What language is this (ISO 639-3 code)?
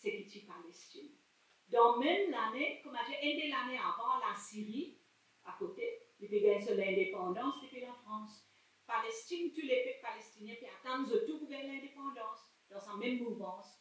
mfe